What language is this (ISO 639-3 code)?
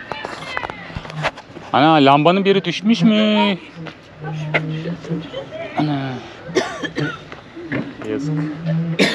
tur